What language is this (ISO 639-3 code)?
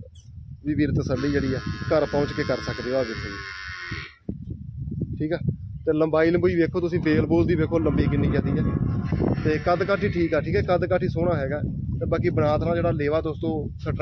pan